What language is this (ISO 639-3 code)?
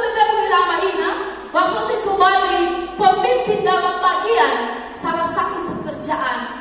nia